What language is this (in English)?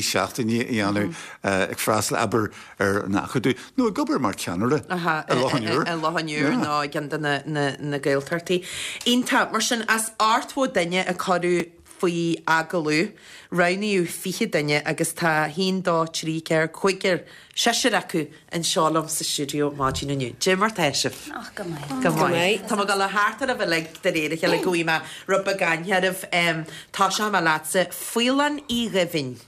Irish